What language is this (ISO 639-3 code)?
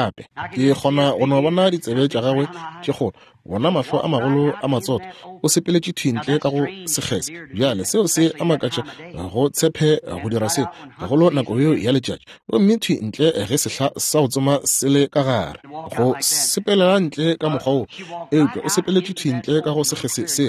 nso